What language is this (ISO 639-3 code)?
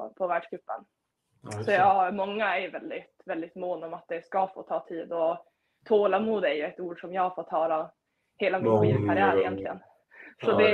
swe